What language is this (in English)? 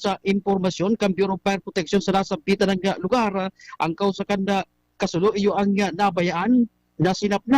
Bikol